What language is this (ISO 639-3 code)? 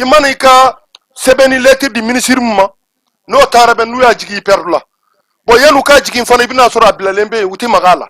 bam